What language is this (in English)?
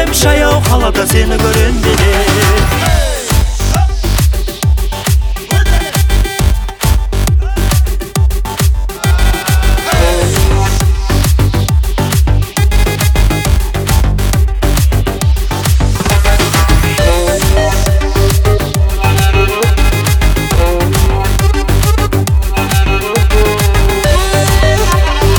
Kazakh